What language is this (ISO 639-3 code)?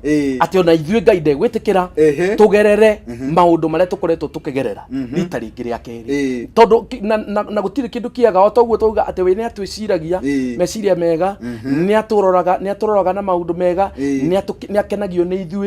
kik